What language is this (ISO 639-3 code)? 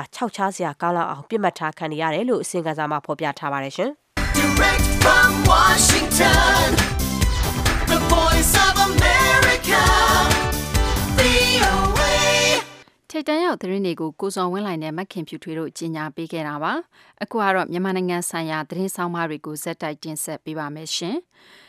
mya